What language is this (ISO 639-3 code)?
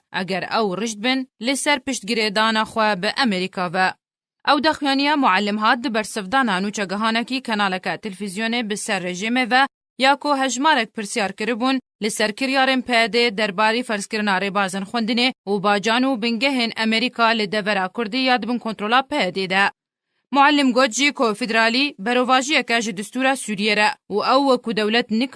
kur